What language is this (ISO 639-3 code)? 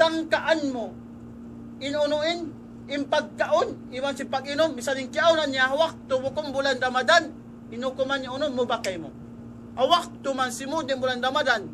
tsg